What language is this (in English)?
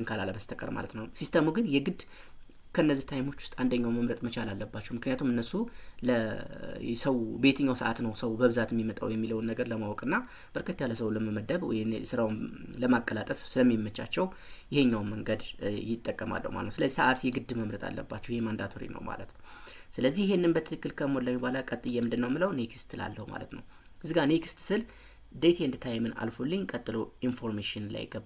Amharic